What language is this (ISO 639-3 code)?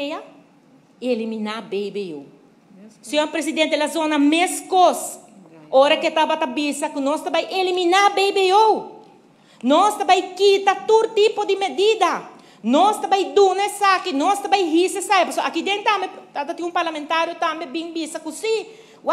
pap